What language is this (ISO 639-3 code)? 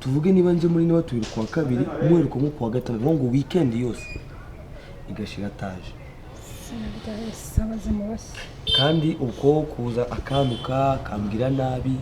kin